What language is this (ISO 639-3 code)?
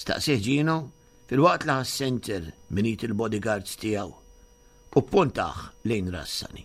mlt